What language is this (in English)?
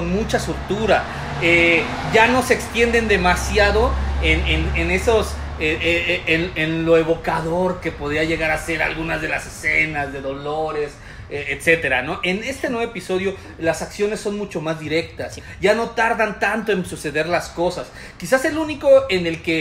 Spanish